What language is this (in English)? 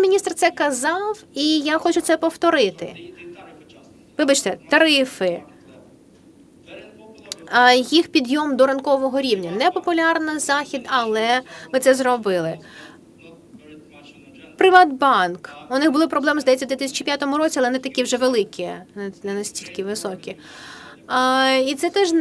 Ukrainian